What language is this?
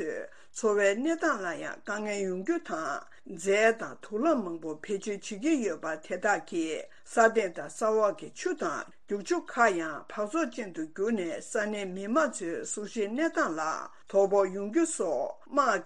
Tibetan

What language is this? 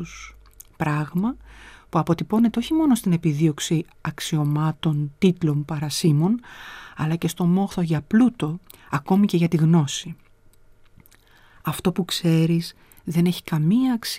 Greek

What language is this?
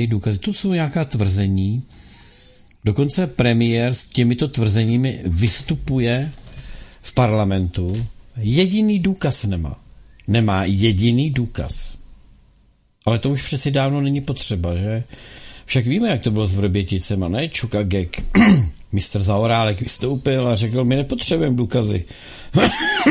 Czech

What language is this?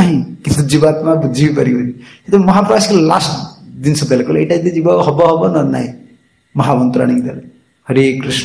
Odia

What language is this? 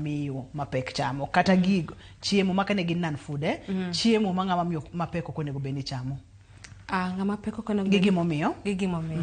Luo (Kenya and Tanzania)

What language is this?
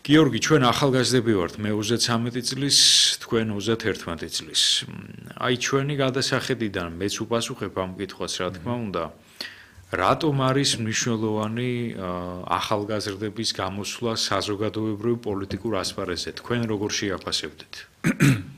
Georgian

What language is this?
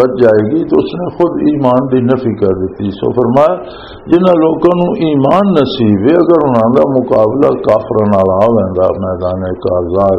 Western Panjabi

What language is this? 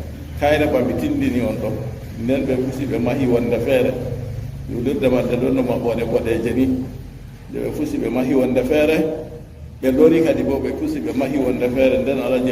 Fula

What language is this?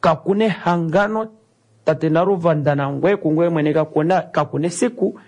Kuanyama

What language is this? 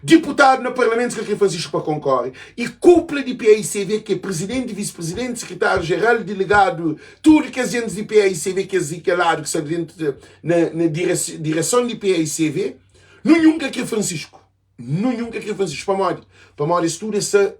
Kabuverdianu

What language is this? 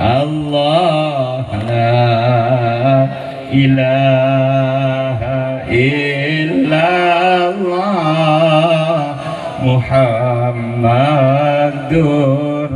Madurese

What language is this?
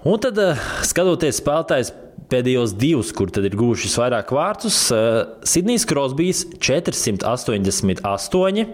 Latvian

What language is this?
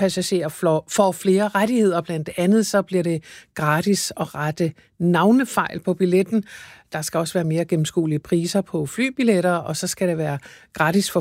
Danish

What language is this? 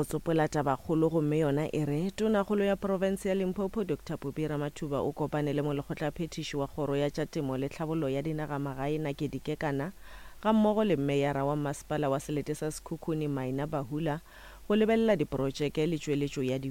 Northern Sotho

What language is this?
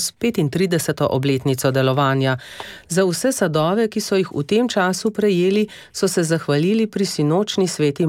Slovenian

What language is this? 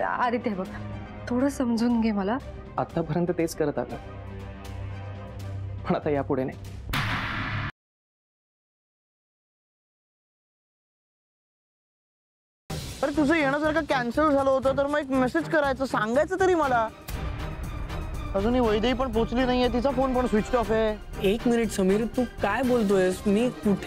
Marathi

